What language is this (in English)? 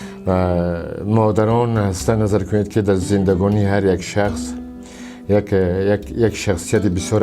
Tajik